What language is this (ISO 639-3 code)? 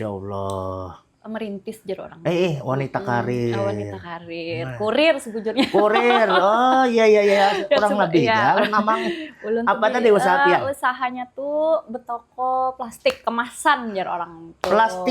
bjn